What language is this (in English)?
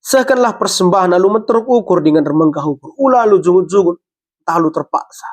Batak Karo